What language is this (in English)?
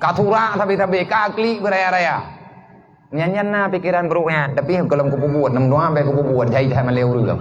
Achinese